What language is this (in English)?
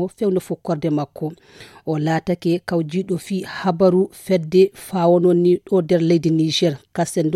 Fula